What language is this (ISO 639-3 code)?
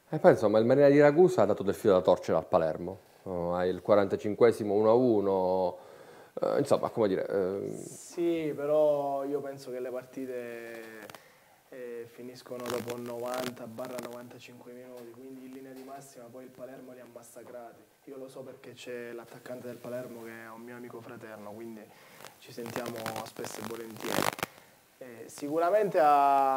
ita